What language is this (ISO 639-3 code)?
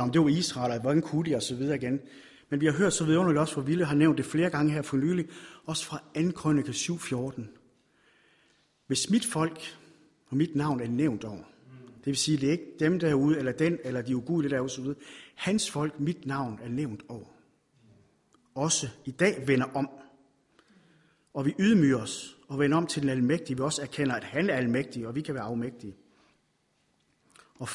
dan